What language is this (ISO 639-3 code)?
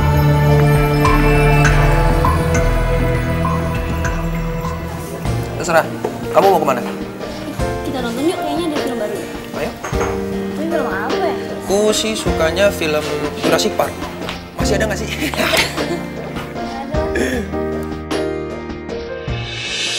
ind